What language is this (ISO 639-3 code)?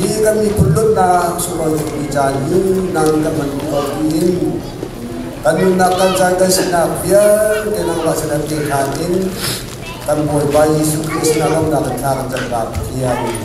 cnh